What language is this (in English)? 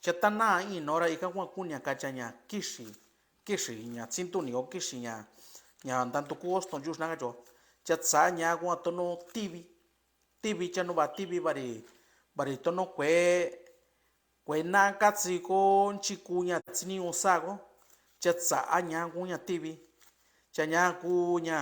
Mixtepec Mixtec